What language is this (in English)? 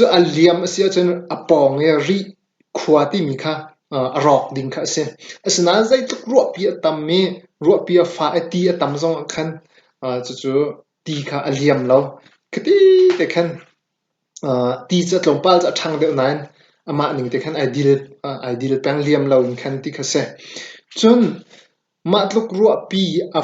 Hakha Chin